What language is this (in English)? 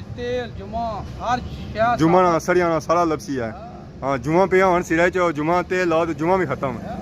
Pahari-Potwari